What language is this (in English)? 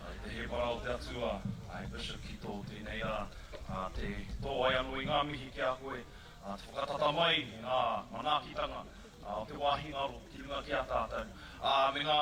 Māori